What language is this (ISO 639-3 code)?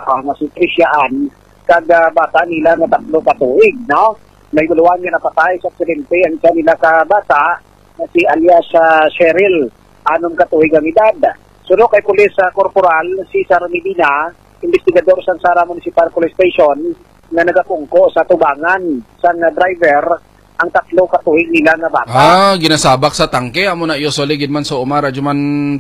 hil